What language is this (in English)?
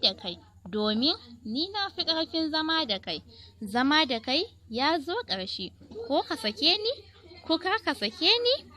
Hausa